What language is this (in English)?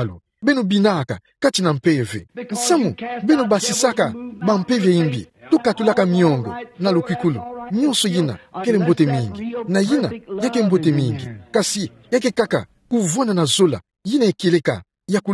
Kituba (Democratic Republic of Congo)